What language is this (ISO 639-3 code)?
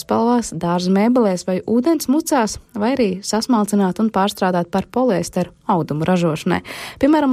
lav